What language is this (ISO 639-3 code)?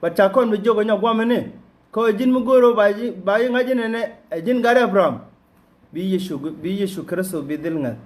nus